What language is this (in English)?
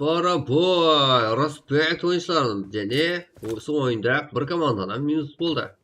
Kara-Kalpak